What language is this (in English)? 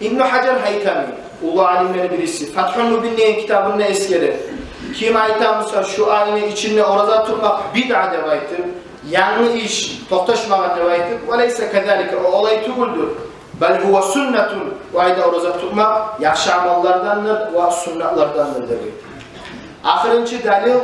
Kumyk